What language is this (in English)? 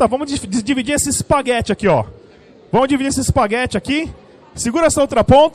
Portuguese